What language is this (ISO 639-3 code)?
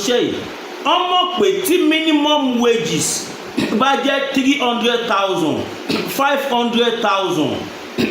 yor